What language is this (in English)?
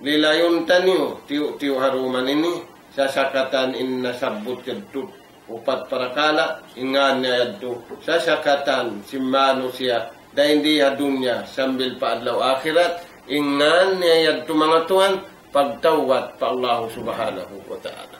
Tausug